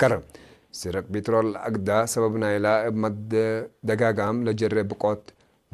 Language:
Tigre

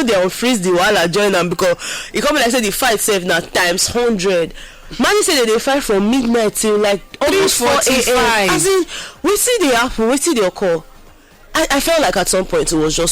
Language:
Nigerian Pidgin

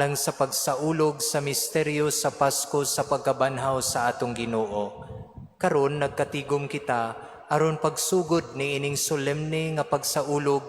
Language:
Cebuano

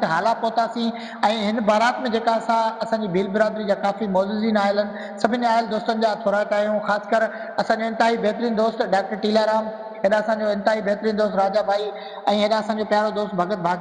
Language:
Sindhi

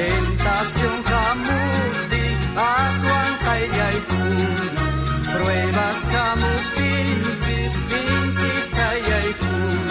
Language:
South Bolivian Quechua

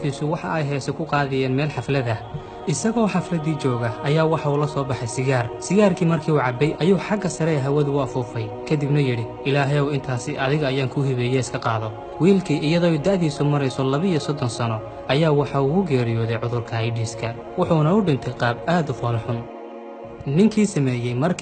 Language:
Somali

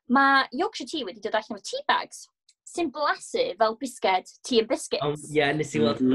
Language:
Welsh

